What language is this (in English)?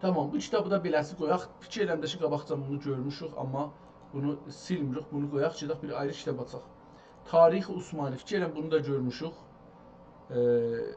South Azerbaijani